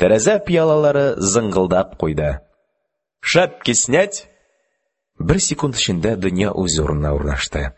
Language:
Tatar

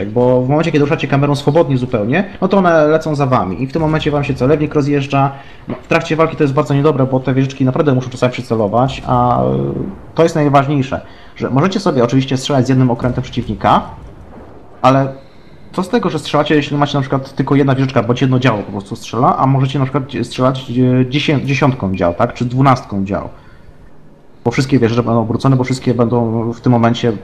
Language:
Polish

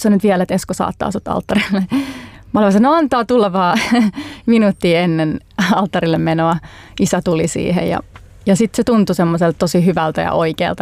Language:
Finnish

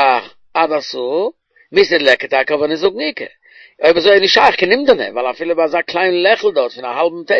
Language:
Yiddish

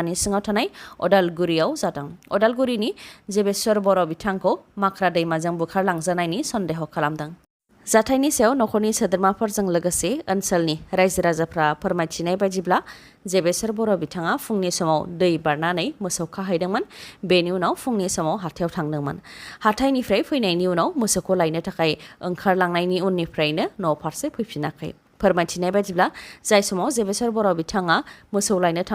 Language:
Bodo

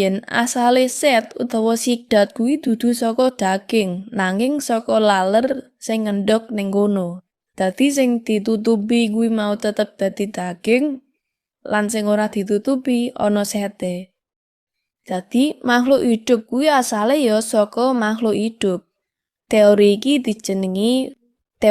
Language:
Javanese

